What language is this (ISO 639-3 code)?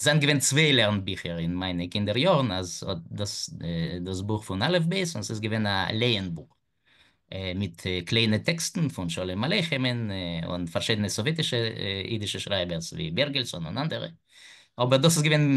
yid